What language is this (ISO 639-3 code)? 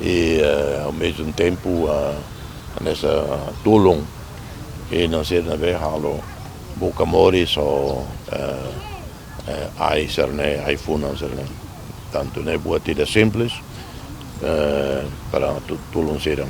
tet